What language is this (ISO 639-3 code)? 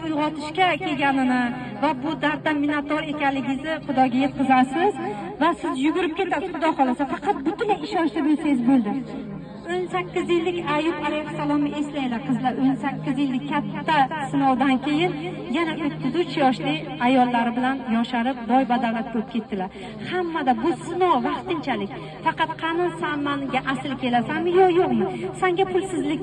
uzb